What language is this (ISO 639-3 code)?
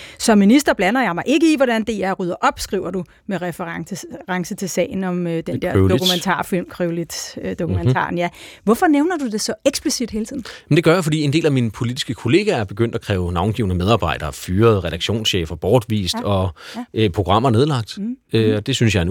dan